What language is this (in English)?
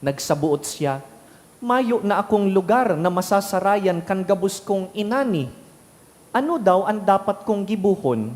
Bikol